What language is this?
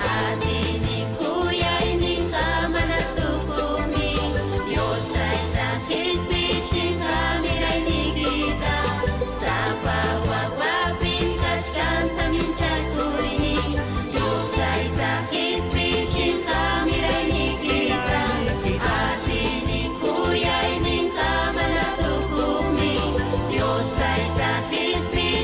Ayacucho Quechua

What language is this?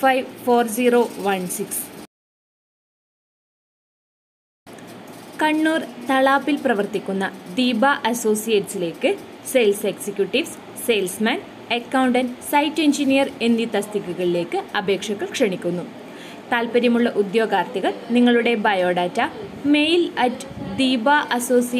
Malayalam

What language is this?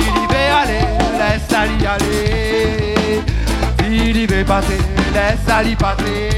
Réunion Creole French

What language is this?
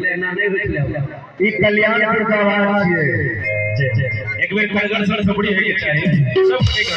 Maithili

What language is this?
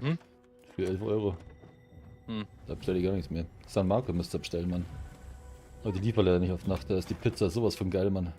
Bavarian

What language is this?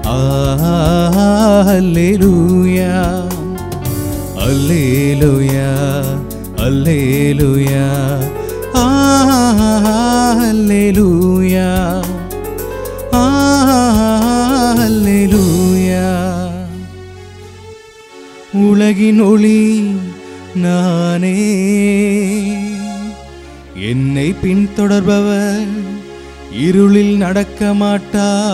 Tamil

